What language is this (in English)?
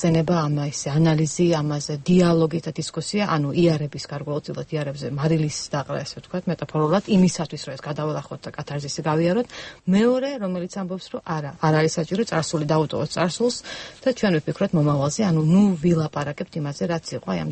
Georgian